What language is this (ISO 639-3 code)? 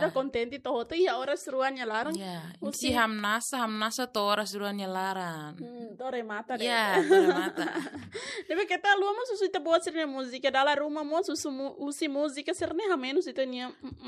tet